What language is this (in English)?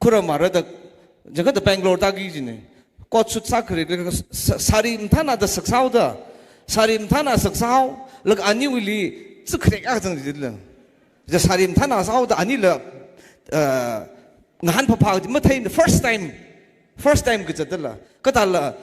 Tangkhul Naga (India)